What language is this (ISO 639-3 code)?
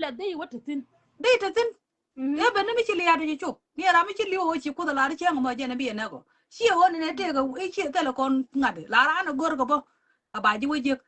nus